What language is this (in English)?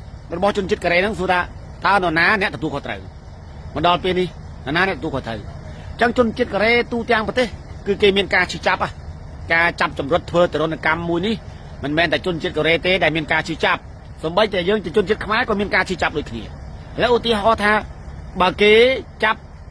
Khmer